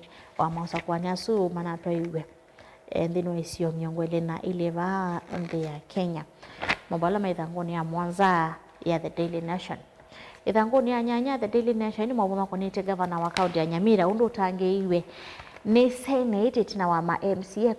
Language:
Kamba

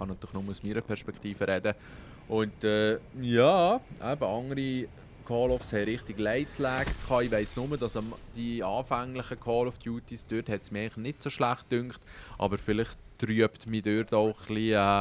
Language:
Swiss German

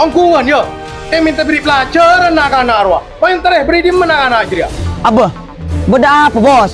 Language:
Madurese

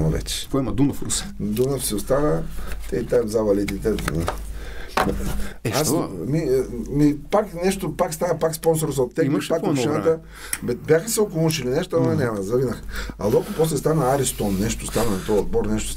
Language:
Bulgarian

